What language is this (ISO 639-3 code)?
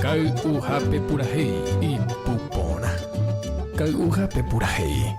grn